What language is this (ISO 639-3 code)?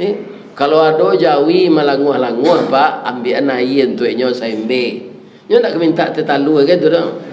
min